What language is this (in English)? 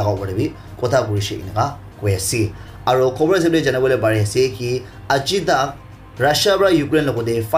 Naga Pidgin